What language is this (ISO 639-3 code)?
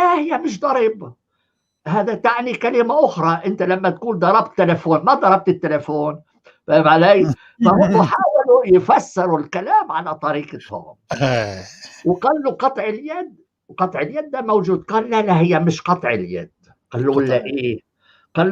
apc